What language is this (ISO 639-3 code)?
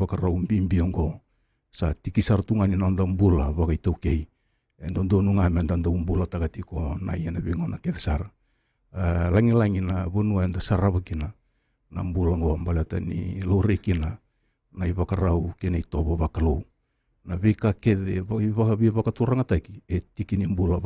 fij